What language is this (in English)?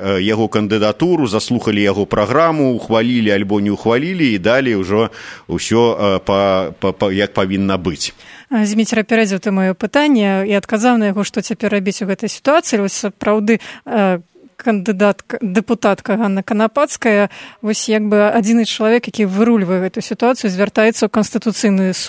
Belarusian